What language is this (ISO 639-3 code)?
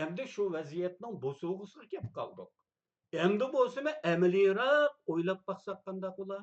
uig